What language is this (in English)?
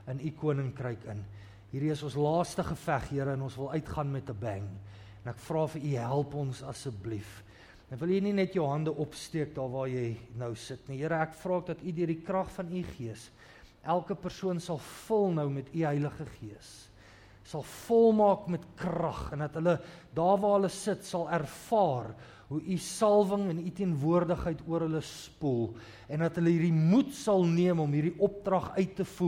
Afrikaans